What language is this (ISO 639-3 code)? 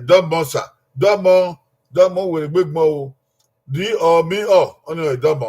bin